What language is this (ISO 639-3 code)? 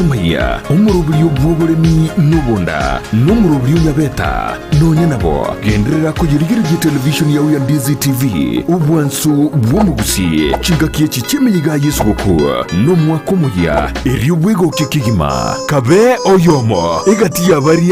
guz